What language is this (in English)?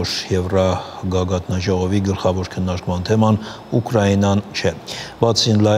Armenian